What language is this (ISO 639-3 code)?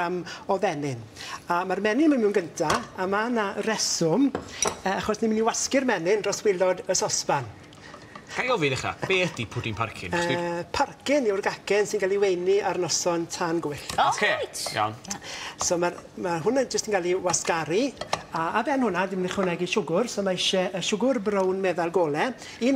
cym